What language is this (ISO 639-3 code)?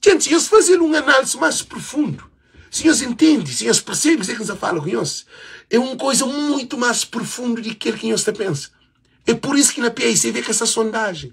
kea